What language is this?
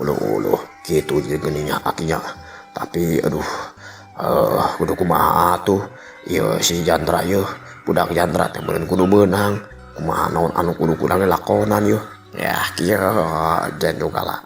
Sundanese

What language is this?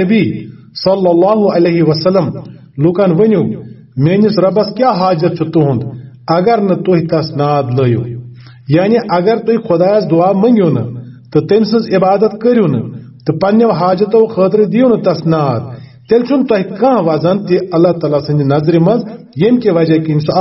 Kashmiri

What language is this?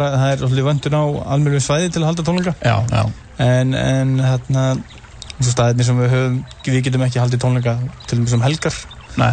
Icelandic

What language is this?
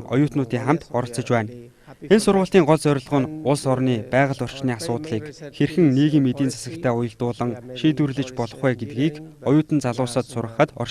Mongolian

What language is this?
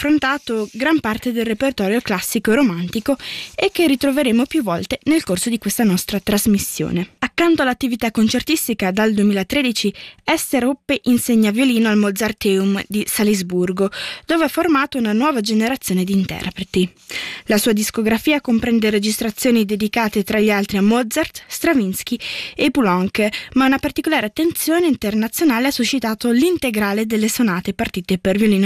Italian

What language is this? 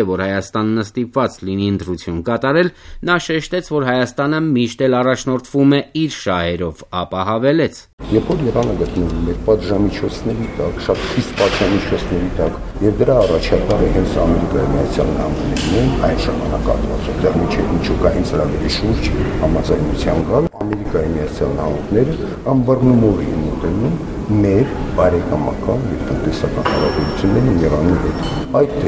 Armenian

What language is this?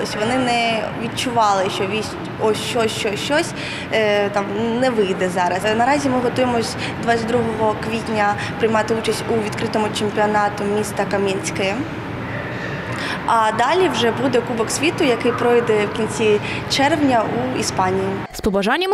Ukrainian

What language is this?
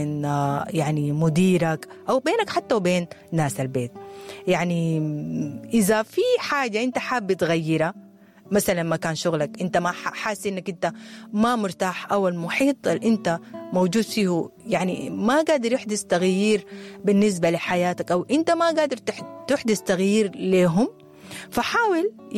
Sudanese Arabic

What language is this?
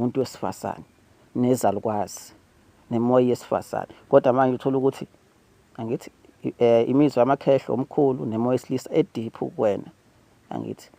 Zulu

